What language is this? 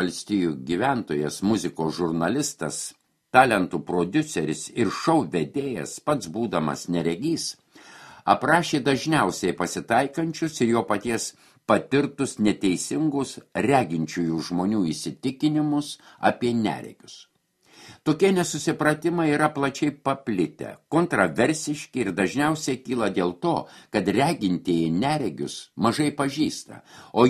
Lithuanian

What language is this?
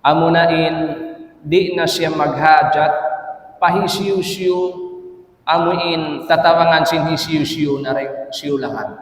Tausug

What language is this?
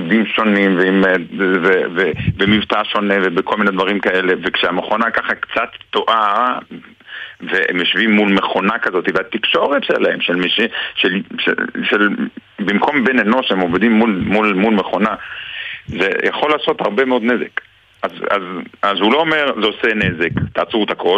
Hebrew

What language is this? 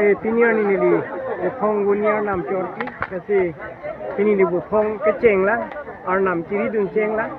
Karbi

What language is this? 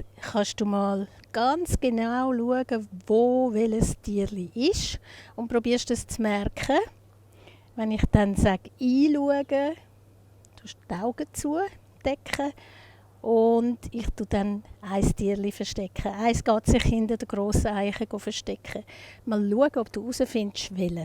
Swiss German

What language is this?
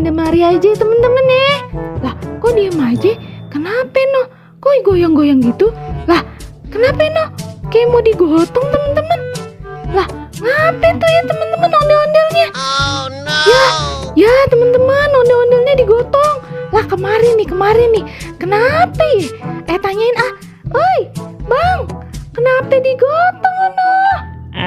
Betawi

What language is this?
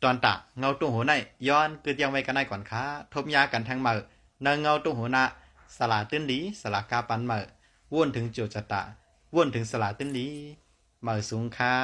Shan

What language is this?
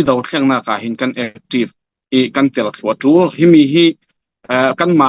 Falam Chin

